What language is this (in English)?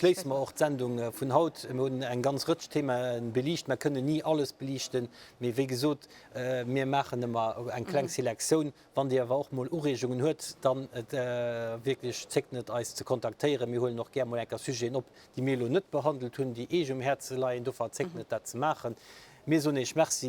Luxembourgish